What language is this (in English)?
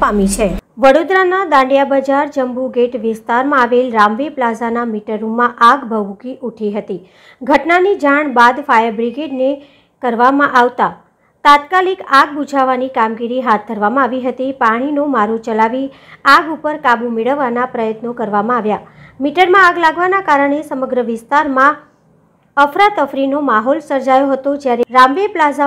Gujarati